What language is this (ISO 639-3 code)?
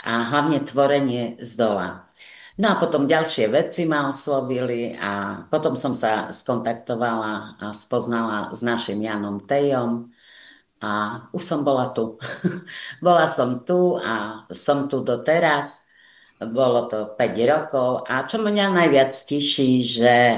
slk